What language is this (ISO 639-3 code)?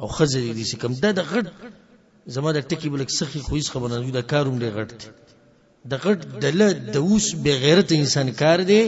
pus